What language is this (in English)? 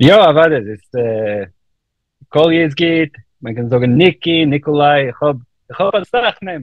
Yiddish